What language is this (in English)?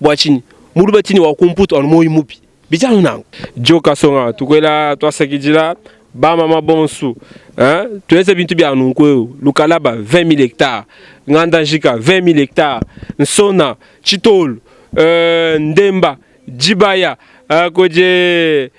Luba-Lulua